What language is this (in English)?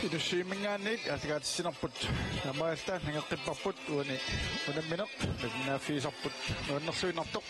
Kalaallisut